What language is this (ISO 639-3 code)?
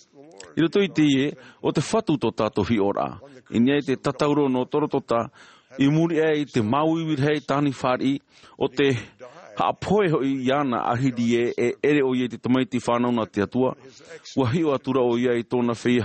tah